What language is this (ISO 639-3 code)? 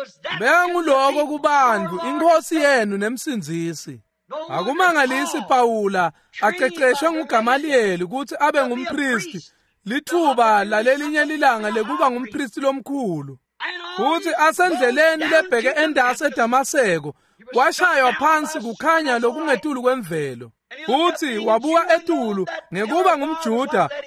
ssw